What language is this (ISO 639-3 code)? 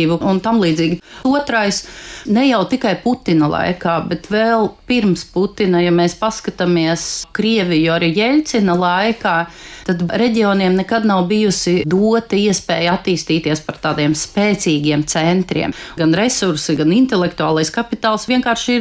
lav